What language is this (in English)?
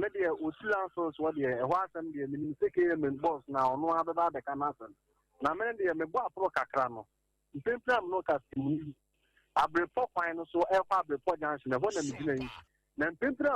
Akan